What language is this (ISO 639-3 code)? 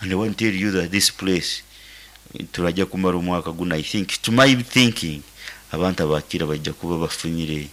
nyn